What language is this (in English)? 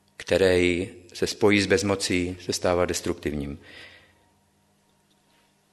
Czech